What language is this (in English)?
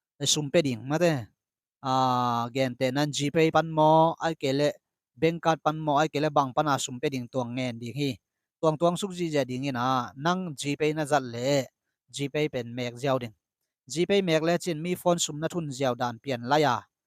Tedim Chin